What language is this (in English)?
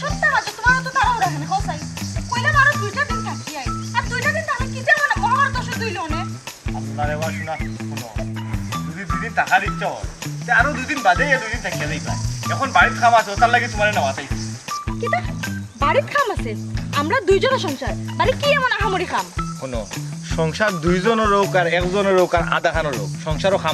Sylheti